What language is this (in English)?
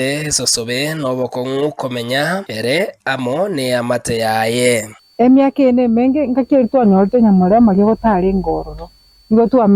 Gusii